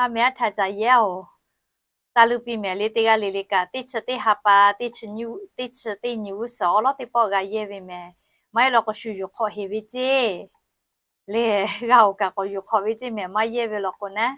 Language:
Lahu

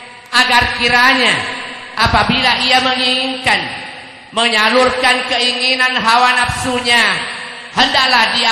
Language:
Buginese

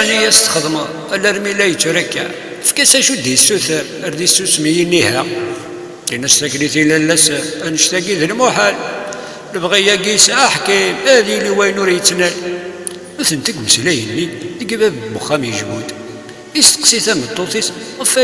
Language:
Kabyle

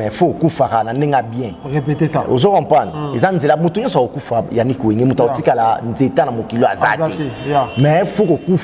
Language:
Lingala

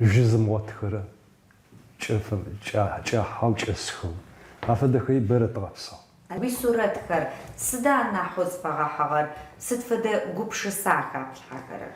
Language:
Adyghe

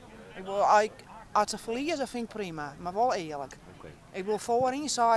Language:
Western Frisian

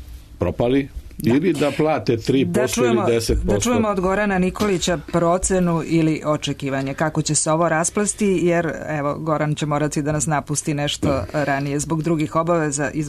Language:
Serbian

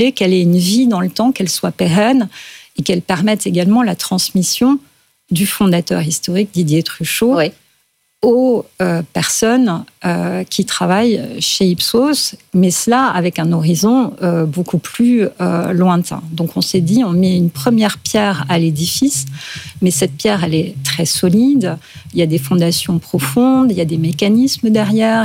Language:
French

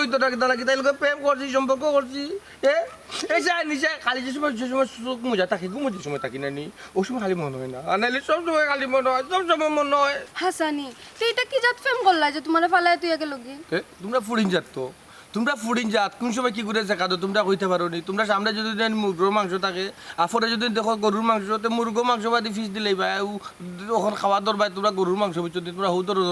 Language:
Sylheti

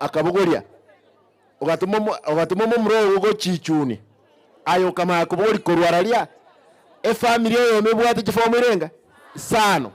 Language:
Gusii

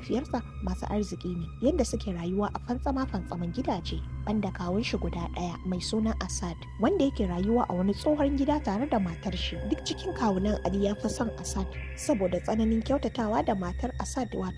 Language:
Hausa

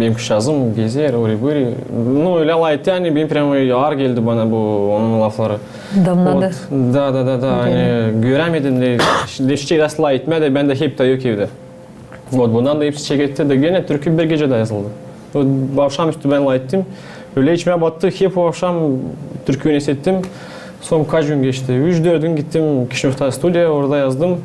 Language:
Gagauz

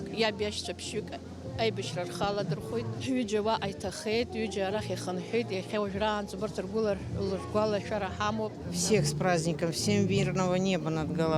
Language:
Abkhazian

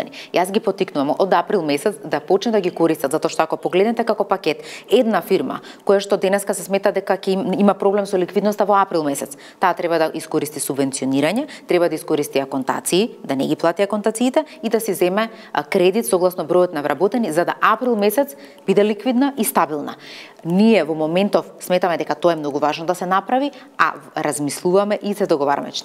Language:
Macedonian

